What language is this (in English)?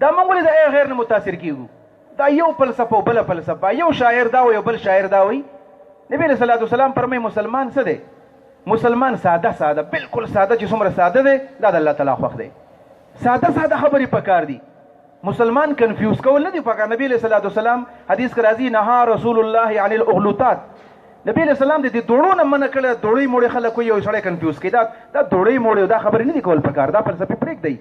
Pashto